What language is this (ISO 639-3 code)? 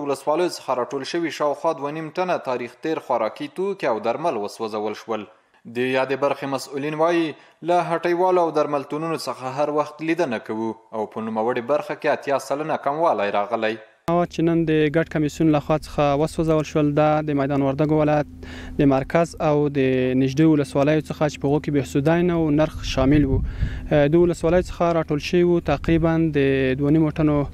pus